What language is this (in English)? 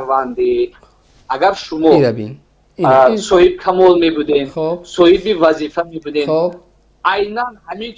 Tajik